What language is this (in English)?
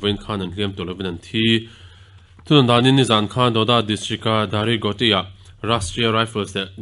Mizo